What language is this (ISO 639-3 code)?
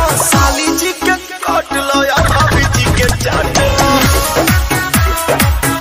bho